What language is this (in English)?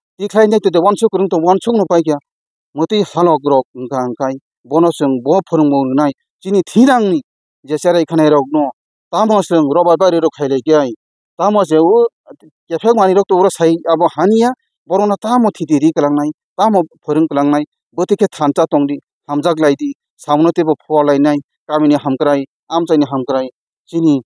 Kok Borok